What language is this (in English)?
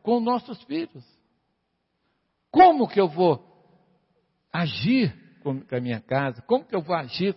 Portuguese